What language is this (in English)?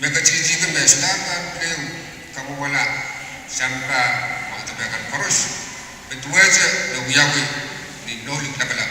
Pohnpeian